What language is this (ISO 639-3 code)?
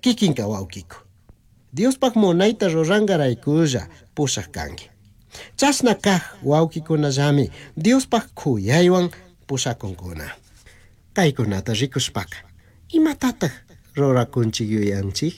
qug